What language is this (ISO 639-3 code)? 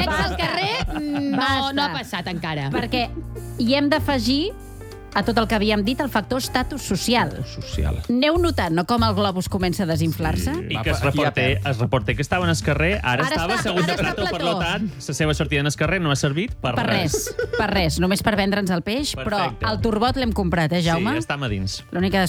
cat